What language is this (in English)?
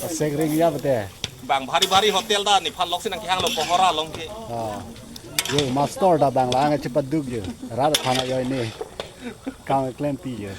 Karbi